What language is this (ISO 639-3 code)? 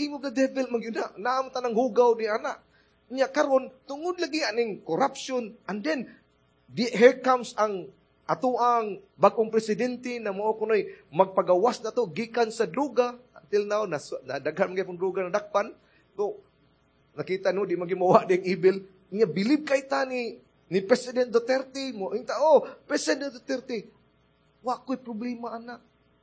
ceb